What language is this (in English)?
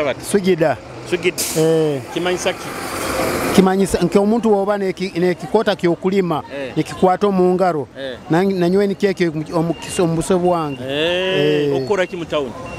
Nyoro